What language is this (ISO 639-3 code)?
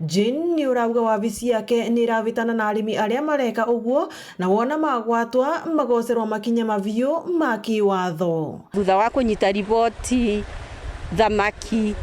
mer